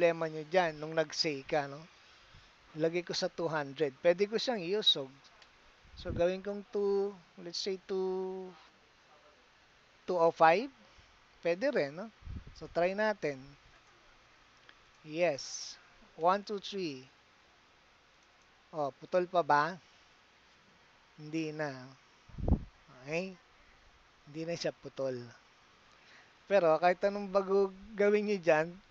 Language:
Filipino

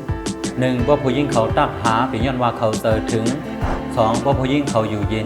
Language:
Shan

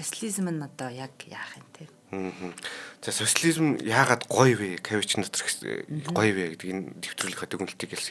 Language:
Mongolian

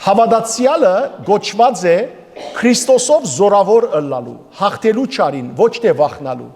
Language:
Western Armenian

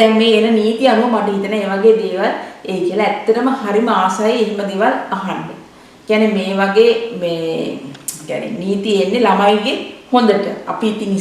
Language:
Sinhala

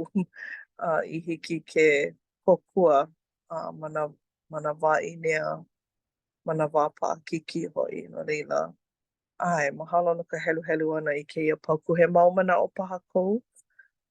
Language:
Hawaiian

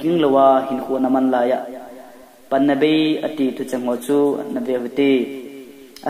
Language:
Thado Chin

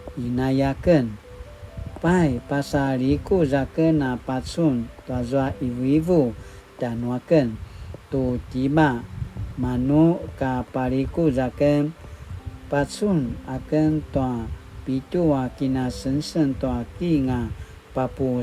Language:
Paiwan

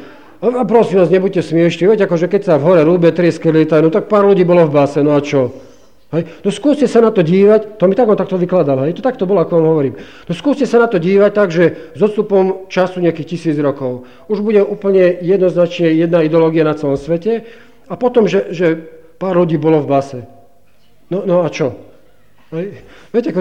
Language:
Slovak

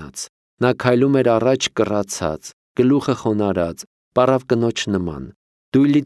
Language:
Armenian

